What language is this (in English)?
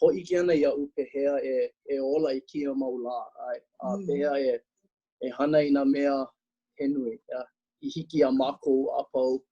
Hawaiian